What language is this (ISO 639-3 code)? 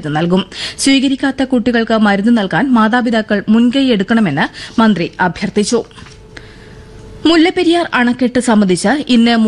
mal